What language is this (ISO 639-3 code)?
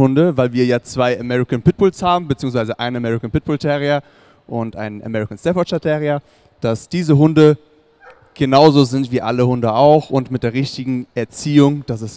deu